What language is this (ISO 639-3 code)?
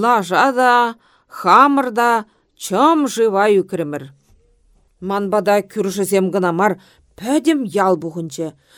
chv